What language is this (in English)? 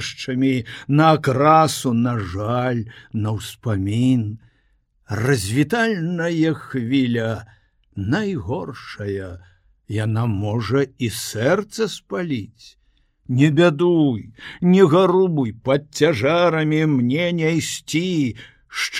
Belarusian